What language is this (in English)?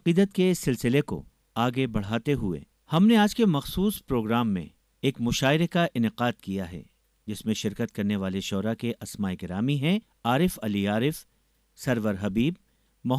Urdu